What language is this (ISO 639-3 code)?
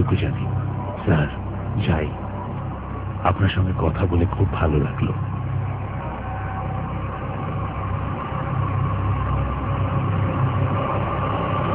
ben